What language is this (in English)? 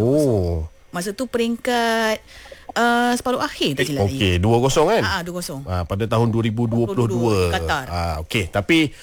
Malay